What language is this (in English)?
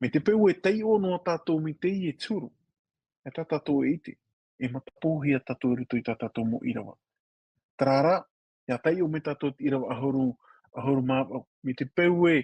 Tahitian